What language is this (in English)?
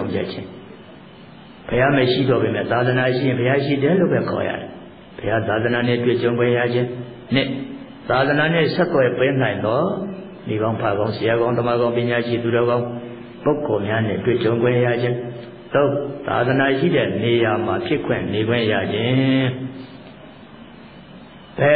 Burmese